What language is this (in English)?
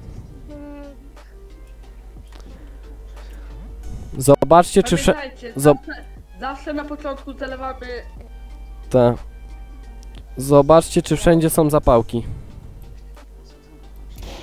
Polish